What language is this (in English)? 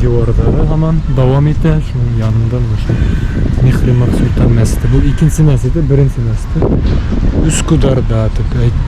Bashkir